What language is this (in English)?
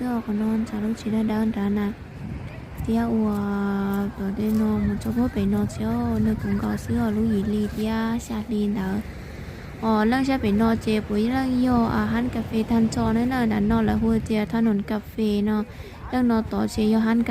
Hmong